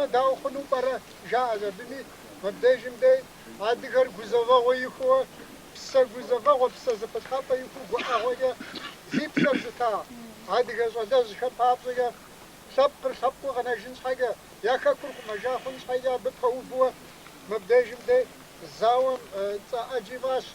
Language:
Kabardian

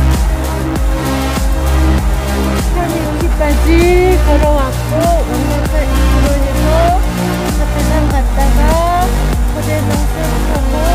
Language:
Korean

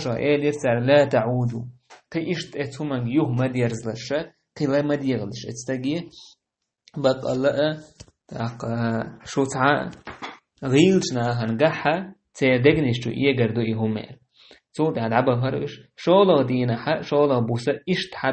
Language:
Chechen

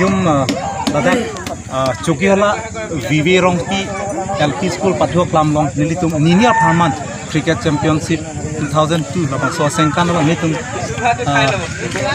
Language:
Karbi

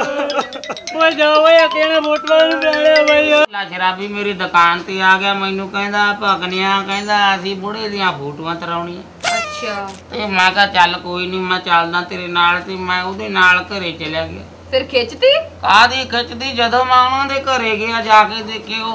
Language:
Punjabi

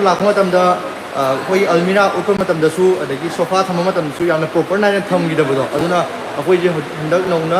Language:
Manipuri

